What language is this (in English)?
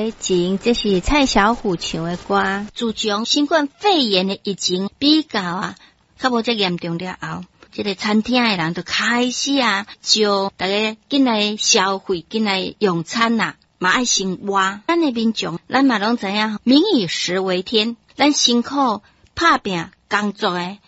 Min Nan Chinese